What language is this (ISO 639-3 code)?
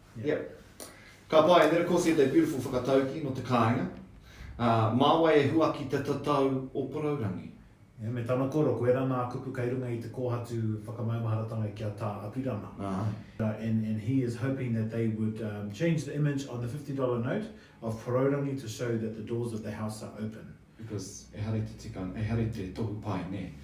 mri